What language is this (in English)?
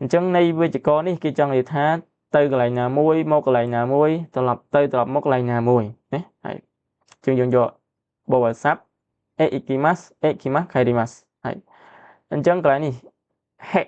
Khmer